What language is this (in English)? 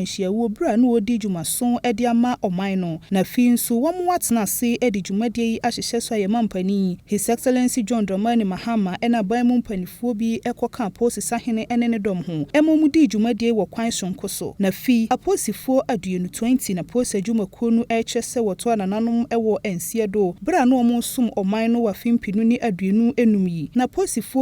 Akan